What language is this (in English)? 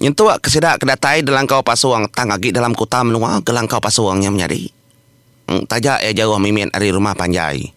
Iban